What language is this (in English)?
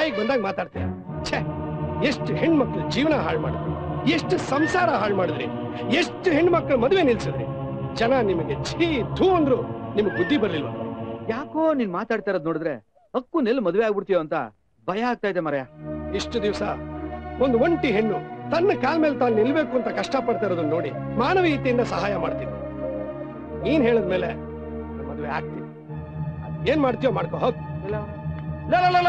Kannada